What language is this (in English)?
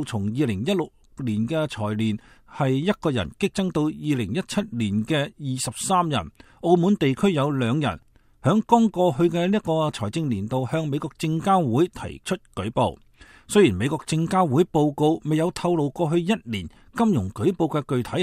Cantonese